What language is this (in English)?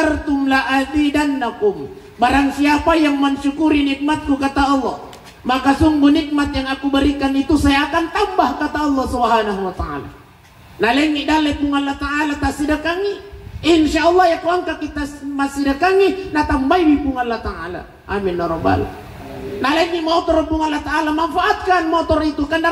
Buginese